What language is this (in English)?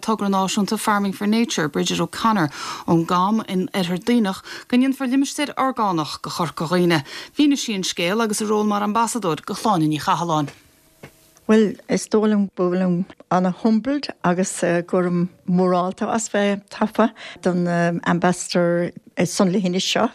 Irish